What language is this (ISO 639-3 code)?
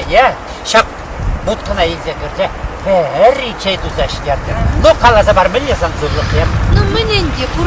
chv